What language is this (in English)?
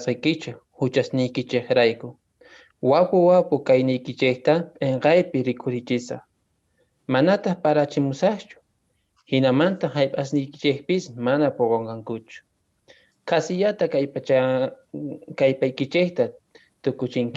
Quechua